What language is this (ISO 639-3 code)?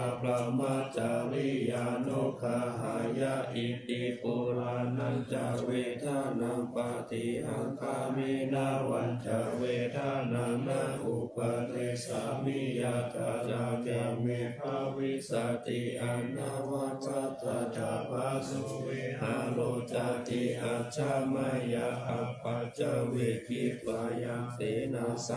pli